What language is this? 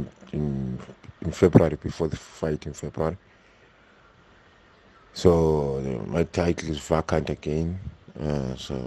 English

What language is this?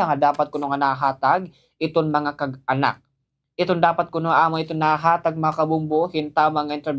Waray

